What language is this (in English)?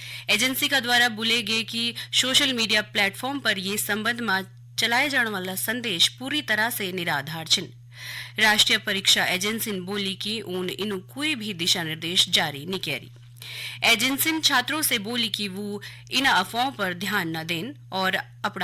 Garhwali